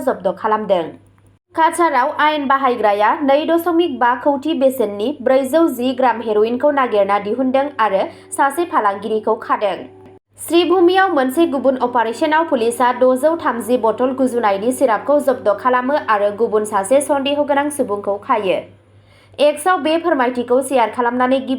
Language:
Bodo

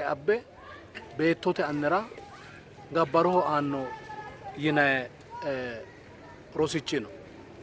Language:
Sidamo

